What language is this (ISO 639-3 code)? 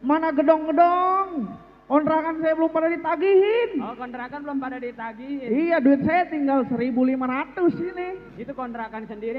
bew